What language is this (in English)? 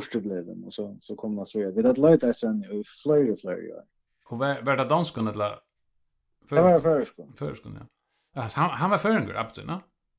Faroese